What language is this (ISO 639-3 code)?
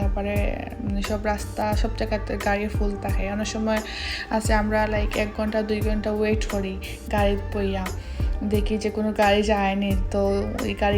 syl